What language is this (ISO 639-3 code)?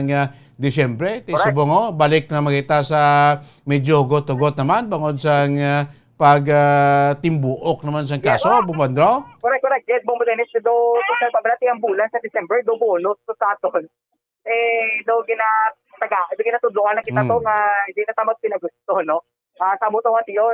hil